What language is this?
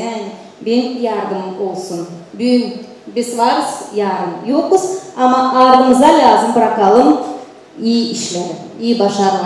Gagauz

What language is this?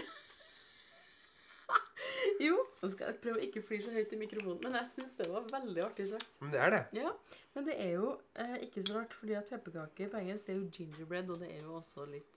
Norwegian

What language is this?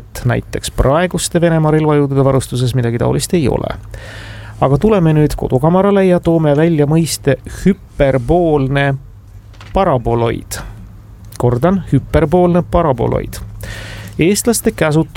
Estonian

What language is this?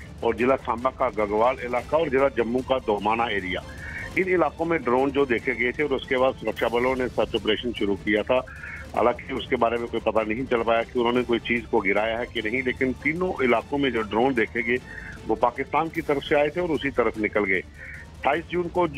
Hindi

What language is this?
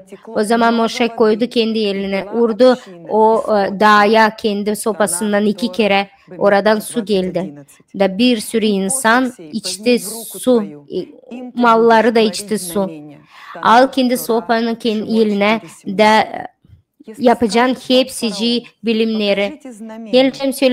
Gagauz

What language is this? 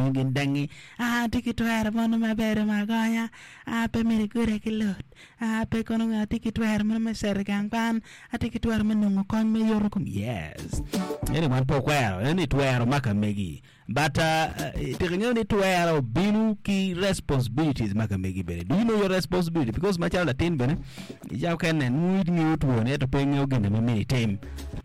Acoli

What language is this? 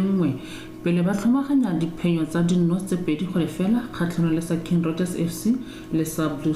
Tswana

